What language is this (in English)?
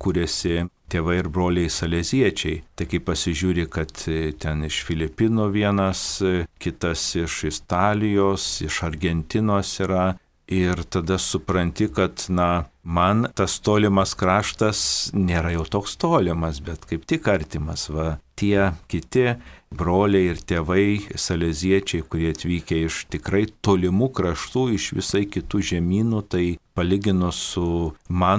Lithuanian